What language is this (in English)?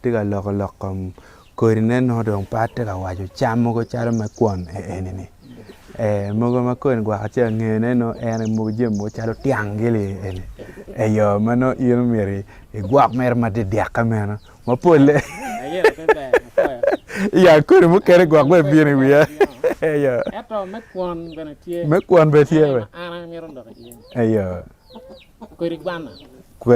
Acoli